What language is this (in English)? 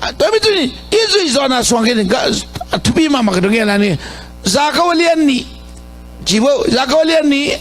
Tedim Chin